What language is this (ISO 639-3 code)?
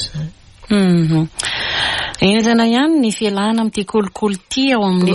mlg